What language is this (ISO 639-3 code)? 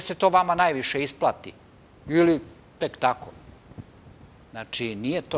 srp